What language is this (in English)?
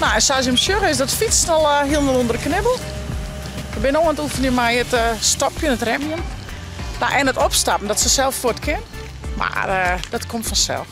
Western Frisian